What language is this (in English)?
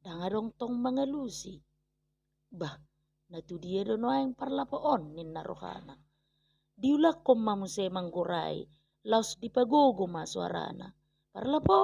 Batak Toba